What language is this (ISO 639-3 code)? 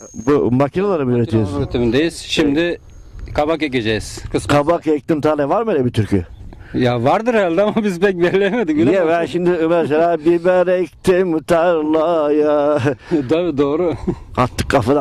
tur